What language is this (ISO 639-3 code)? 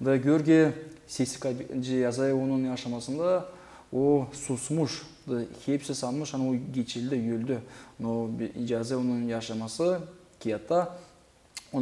gag